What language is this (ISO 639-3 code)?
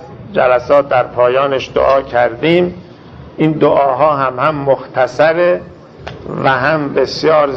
fas